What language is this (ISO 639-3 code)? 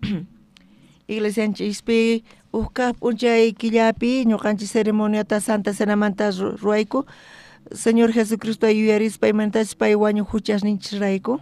quh